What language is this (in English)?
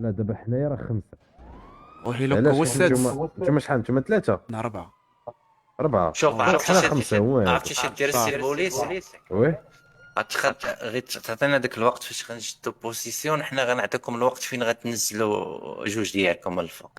Moroccan Arabic